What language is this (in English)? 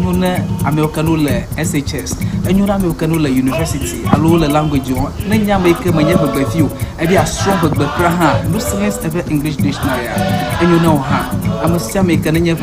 Ewe